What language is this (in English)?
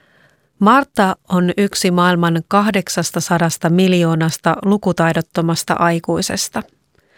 Finnish